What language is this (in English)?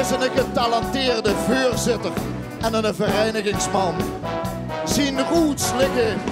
Limburgish